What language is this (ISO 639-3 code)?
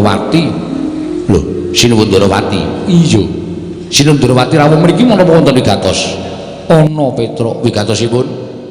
jav